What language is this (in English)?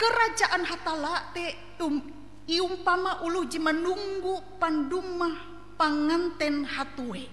Ngaju